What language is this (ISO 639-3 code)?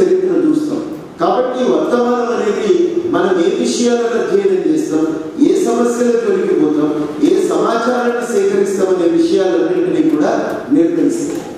tel